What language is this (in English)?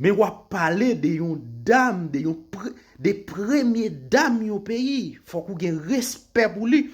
Haitian Creole